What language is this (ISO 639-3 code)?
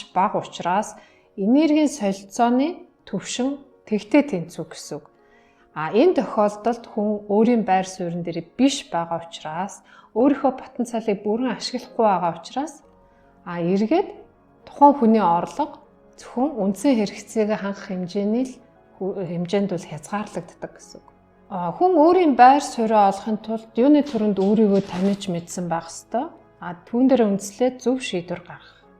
mon